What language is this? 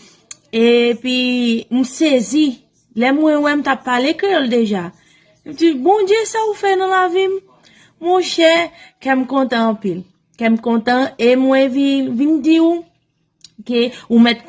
Haitian Creole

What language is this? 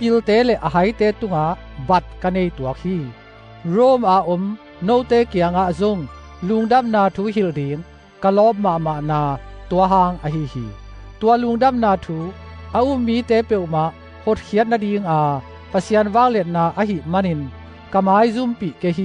Tedim Chin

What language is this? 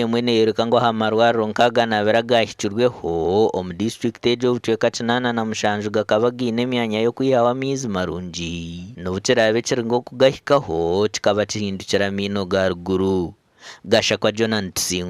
Nyankole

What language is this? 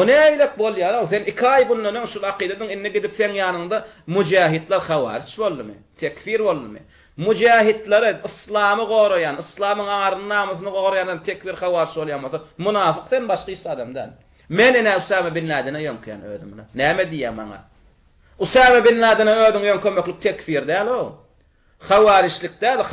Turkmen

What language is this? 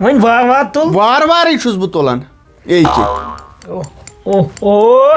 Kashmiri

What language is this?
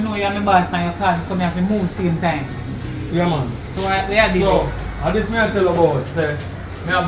Jamaican Creole English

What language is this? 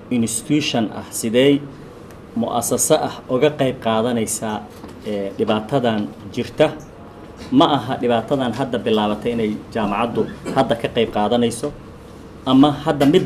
Somali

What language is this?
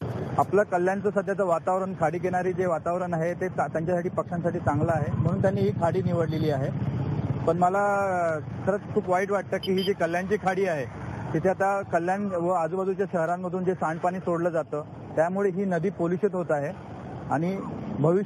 Marathi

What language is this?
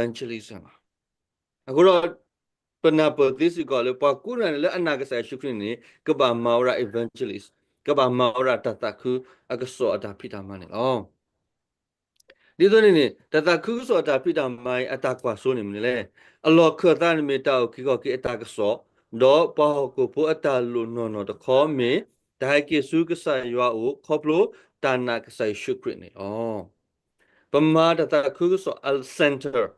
S'gaw Karen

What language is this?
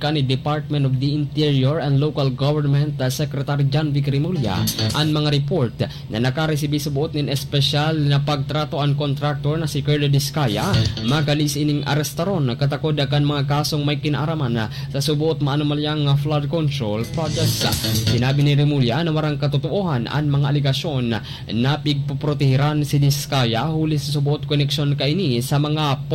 Bikol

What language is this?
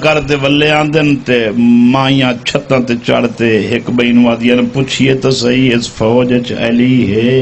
Saraiki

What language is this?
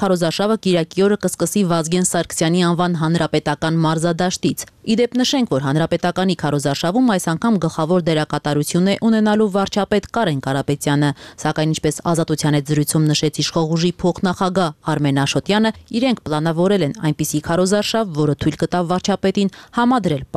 Armenian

